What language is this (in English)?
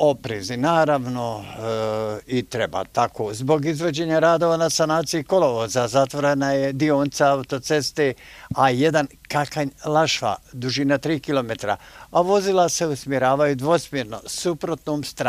Bosnian